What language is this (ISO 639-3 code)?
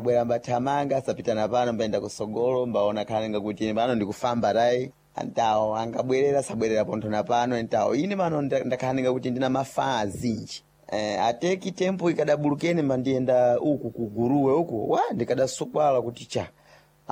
seh